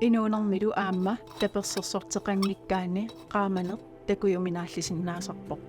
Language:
Kalaallisut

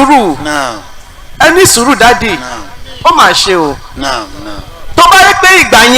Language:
Yoruba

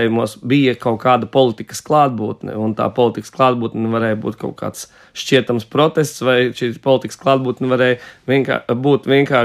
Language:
Latvian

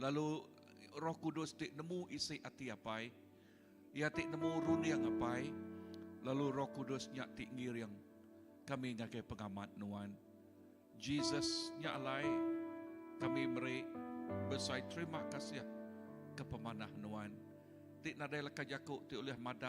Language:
Iban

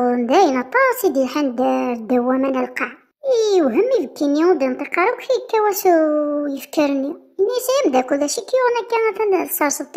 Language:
Kabyle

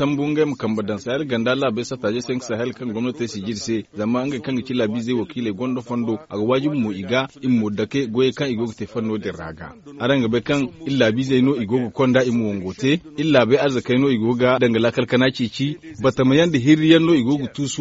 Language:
Zarma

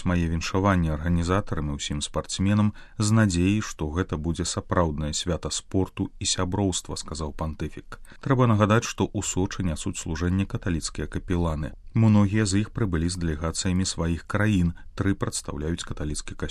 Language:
Belarusian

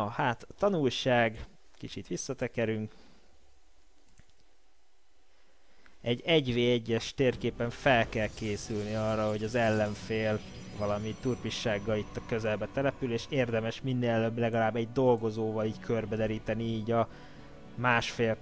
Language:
Hungarian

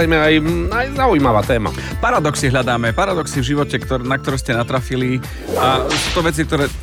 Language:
Slovak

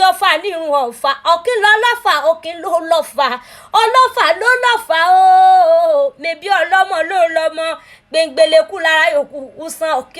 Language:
Yoruba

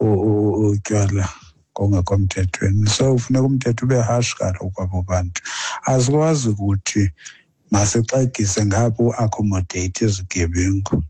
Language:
Xhosa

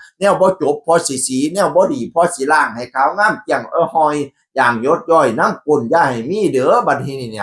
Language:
Northeastern Thai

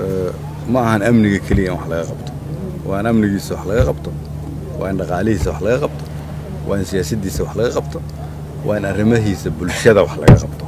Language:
Somali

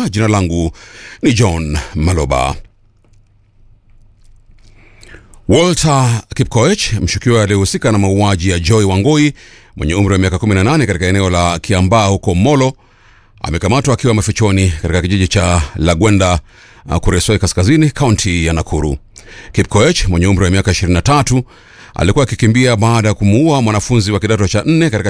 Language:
Swahili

